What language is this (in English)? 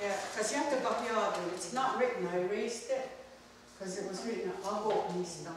Mohawk